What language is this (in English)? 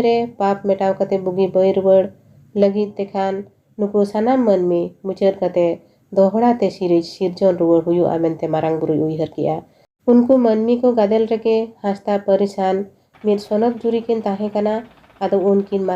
Santali